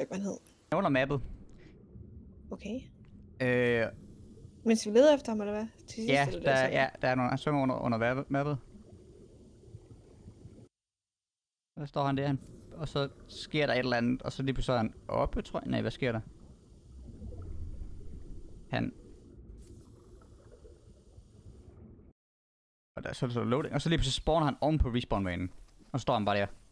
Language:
Danish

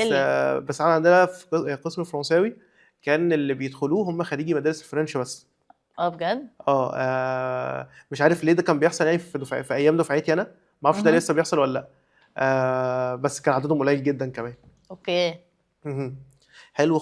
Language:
Egyptian Arabic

